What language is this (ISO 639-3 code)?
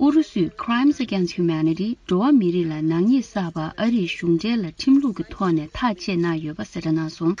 bod